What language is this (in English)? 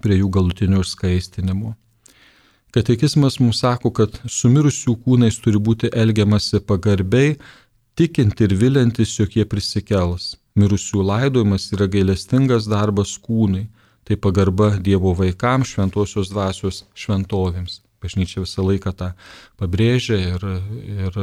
Lithuanian